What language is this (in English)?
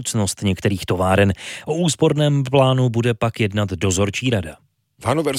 Czech